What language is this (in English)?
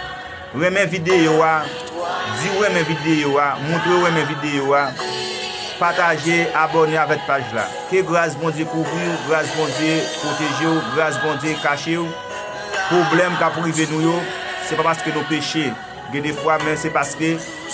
Haitian Creole